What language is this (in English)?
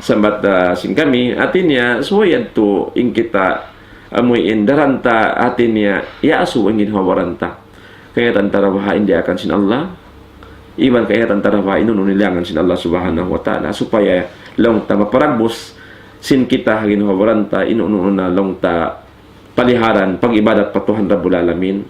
Tausug